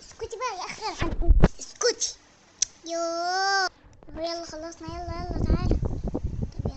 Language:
Egyptian Arabic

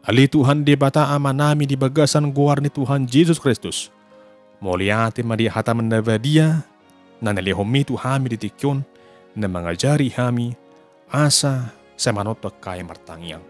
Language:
Batak Toba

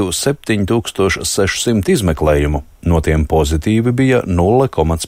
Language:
Latvian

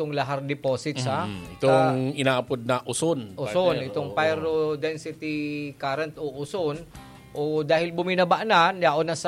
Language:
Bikol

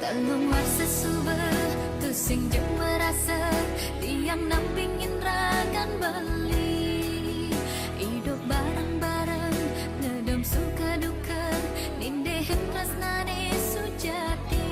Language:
Balinese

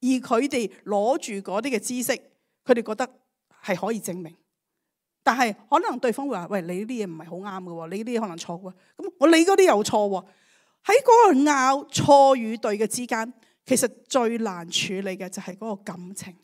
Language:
Cantonese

